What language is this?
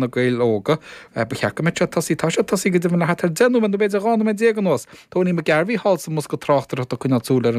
Irish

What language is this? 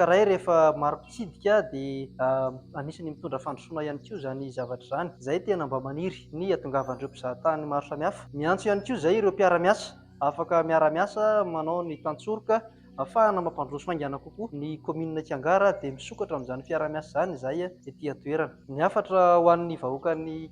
Malagasy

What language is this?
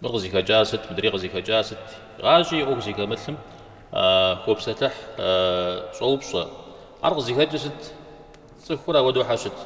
Kabardian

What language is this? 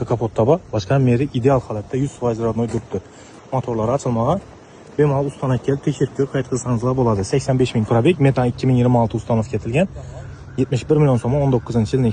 Uzbek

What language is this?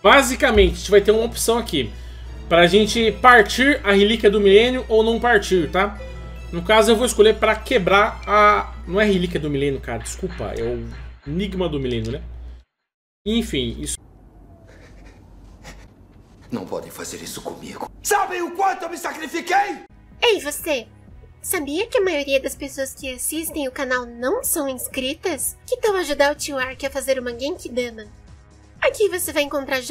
Portuguese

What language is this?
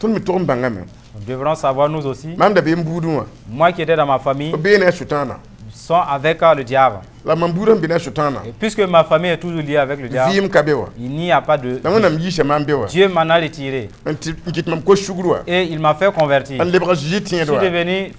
Mossi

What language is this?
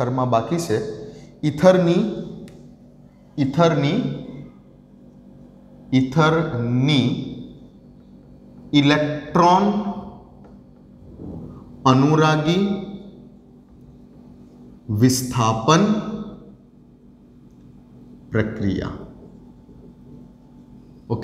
Gujarati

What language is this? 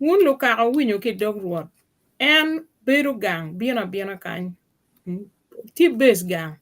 Acoli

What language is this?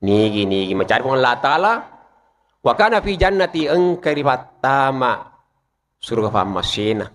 Buginese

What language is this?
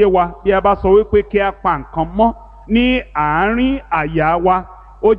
Yoruba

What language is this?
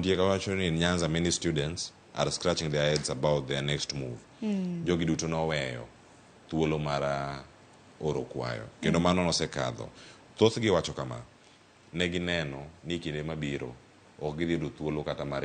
Luo (Kenya and Tanzania)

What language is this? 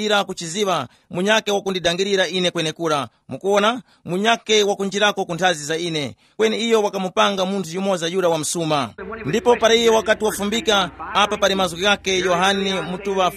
Tumbuka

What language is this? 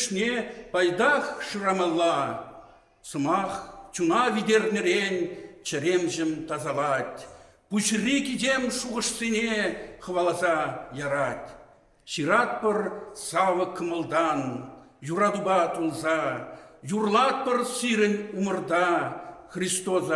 Chuvash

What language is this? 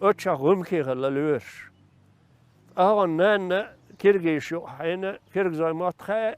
Chechen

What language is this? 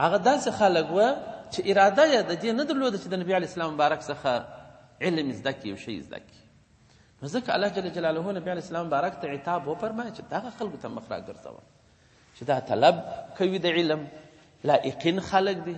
Pashto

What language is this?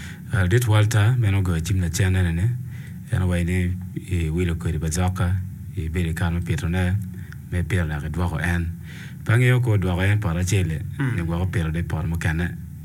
Acoli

